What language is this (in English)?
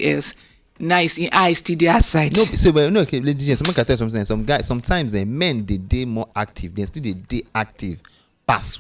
Nigerian Pidgin